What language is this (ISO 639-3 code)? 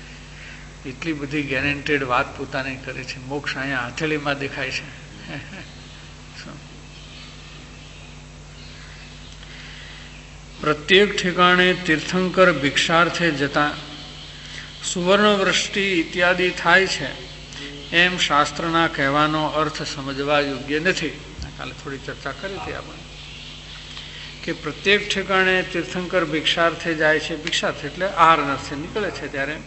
guj